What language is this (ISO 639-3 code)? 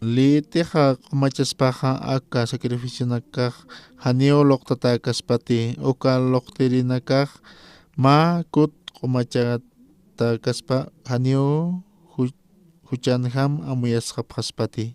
aym